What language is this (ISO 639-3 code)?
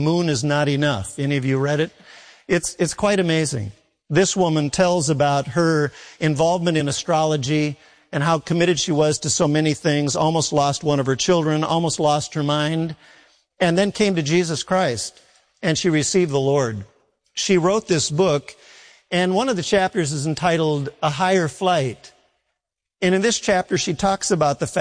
eng